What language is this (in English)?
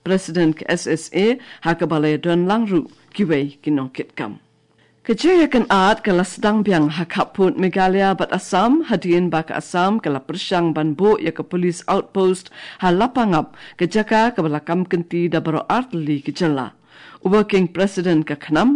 Khasi